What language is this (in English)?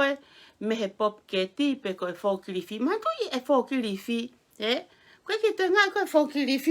Tongan